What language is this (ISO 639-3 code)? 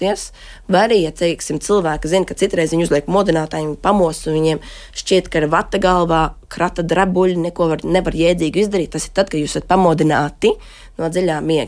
lav